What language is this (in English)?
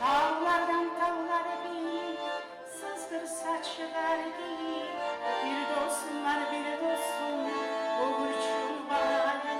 Kumyk